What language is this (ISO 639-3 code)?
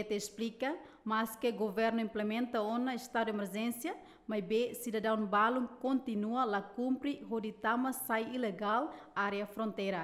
tet